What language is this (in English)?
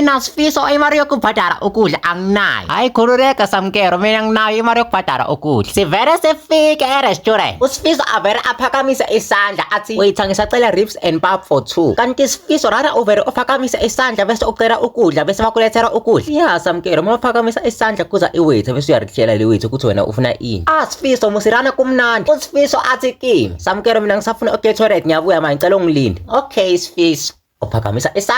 Zulu